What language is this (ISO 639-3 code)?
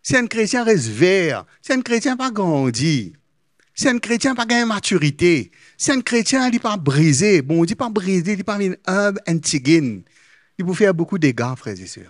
mfe